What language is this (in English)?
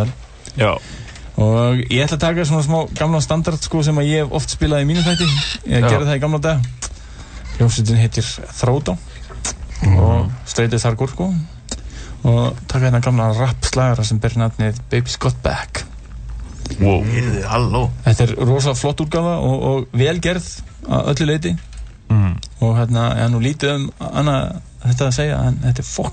Icelandic